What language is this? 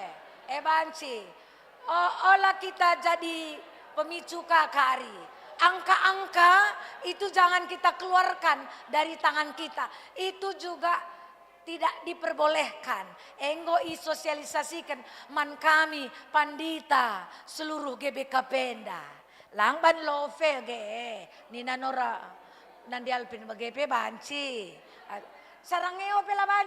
Batak Karo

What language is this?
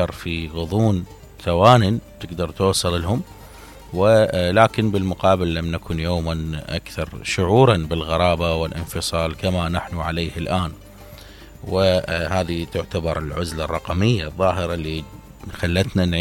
Mesopotamian Arabic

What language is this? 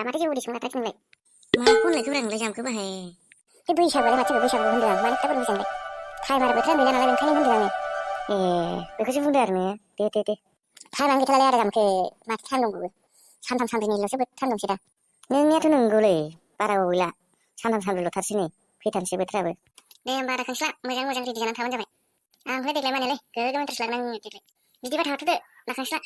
Bodo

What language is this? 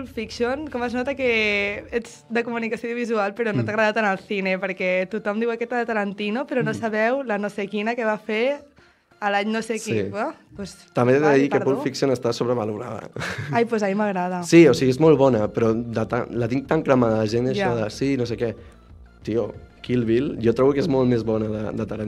Catalan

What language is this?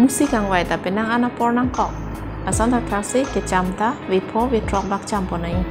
Karbi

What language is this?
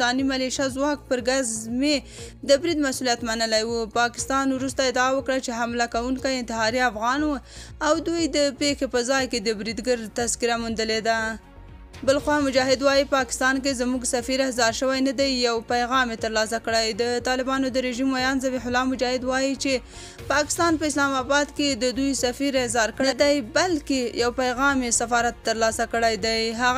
Pashto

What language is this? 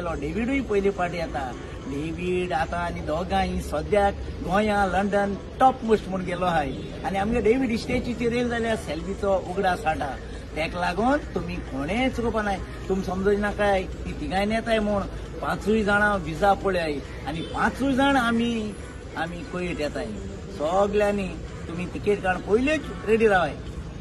Konkani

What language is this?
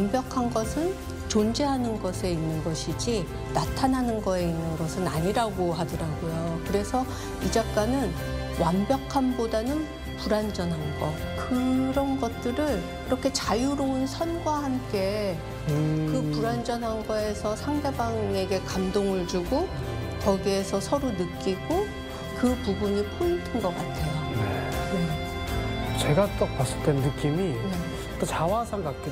Korean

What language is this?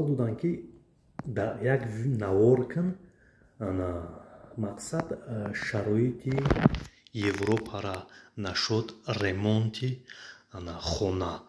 Tajik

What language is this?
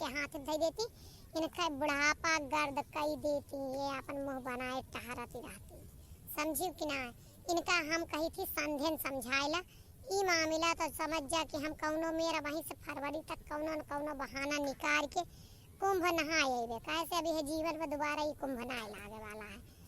Awadhi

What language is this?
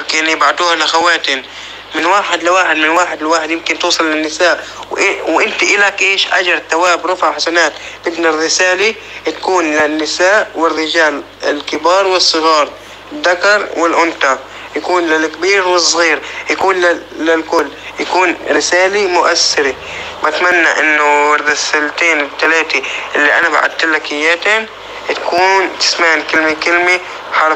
North Levantine Arabic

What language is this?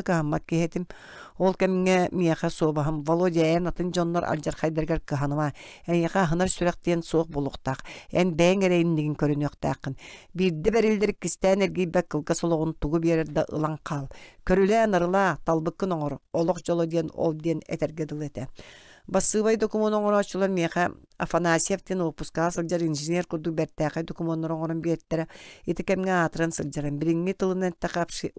Yakut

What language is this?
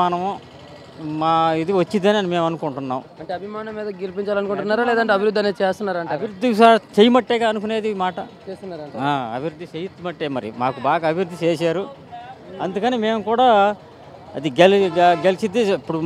Telugu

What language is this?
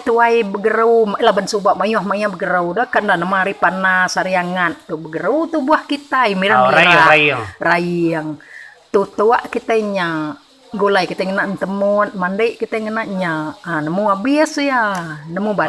Iban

